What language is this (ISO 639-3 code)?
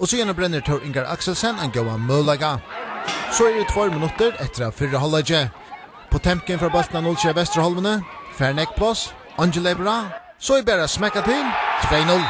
fao